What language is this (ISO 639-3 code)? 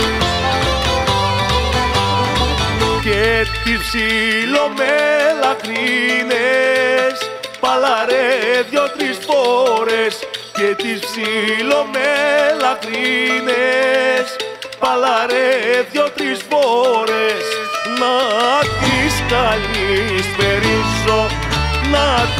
ell